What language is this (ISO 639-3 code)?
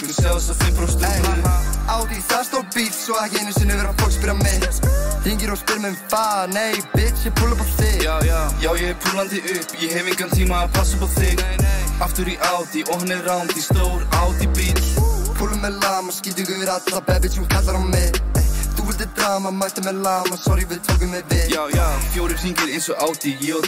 isl